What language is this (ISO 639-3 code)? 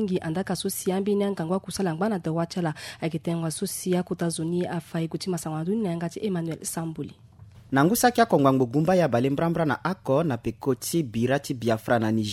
sag